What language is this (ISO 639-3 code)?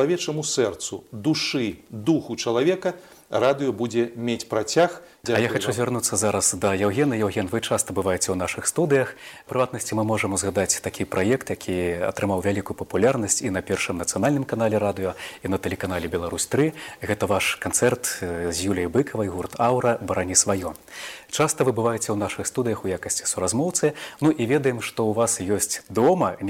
bel